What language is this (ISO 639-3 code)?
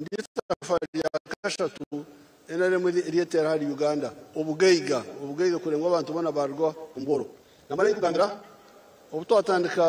nyn